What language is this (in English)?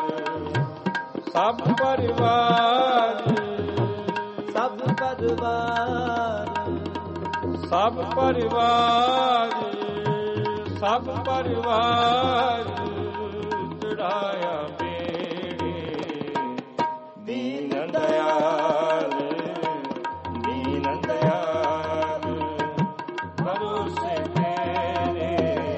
Punjabi